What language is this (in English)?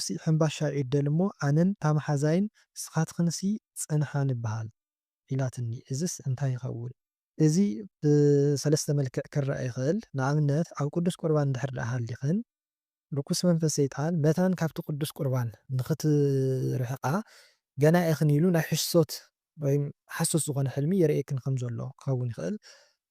Tigrinya